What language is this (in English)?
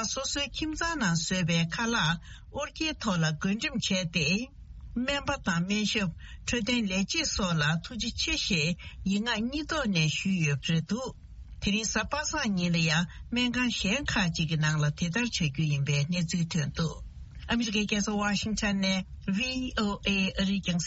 Tibetan